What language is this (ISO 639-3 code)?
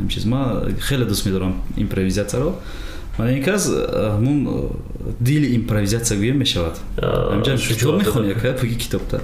tgk